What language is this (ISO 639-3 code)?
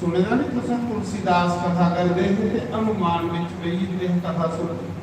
doi